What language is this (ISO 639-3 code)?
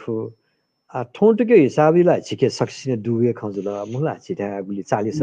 new